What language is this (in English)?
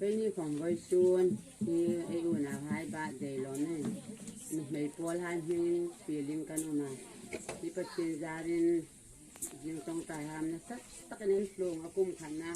Hmar